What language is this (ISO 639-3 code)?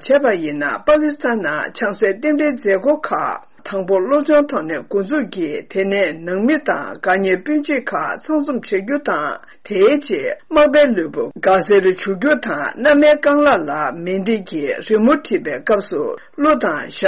bod